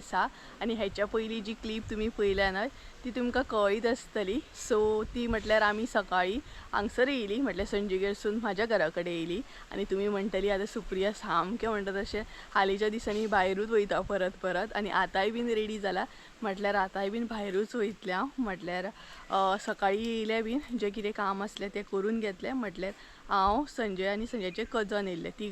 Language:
Konkani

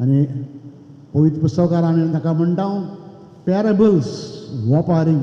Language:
Konkani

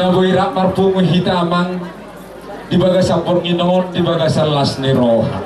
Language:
Batak Toba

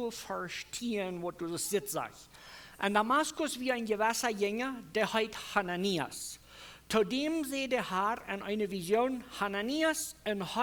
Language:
Plautdietsch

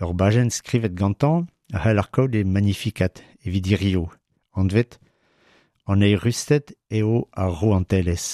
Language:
Breton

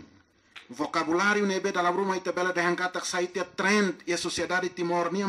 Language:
Tetum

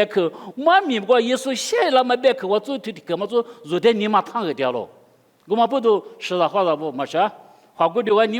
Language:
Lisu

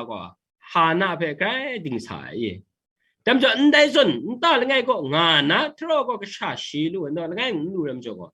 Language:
Kachin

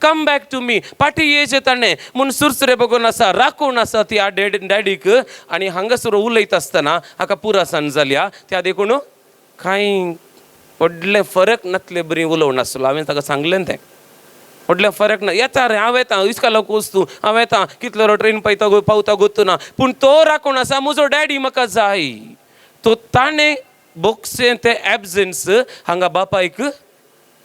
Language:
Konkani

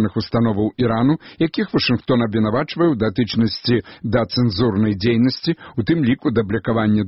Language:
Belarusian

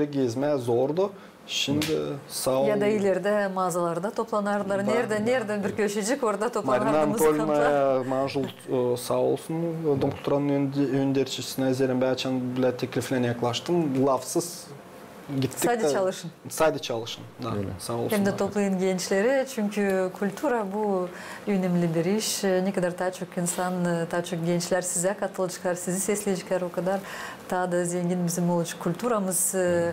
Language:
Gagauz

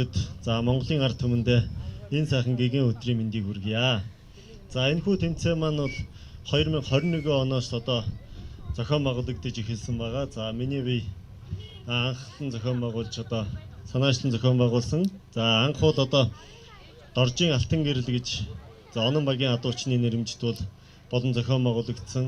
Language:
Mongolian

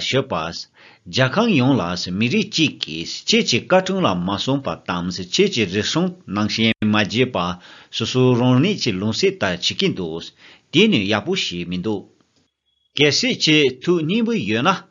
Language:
Tibetan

